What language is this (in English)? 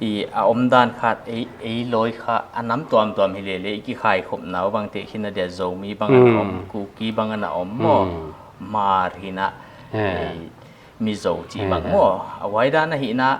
Paite Chin